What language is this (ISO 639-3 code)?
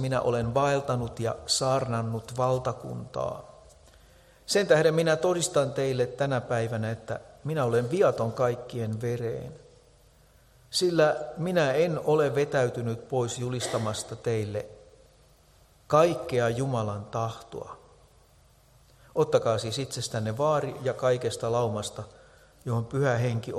fin